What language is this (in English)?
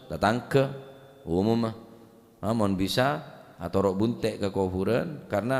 Madurese